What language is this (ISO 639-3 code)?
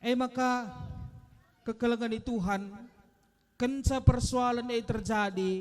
btx